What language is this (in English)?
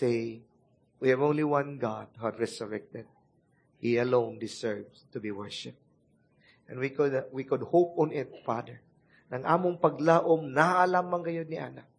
Cebuano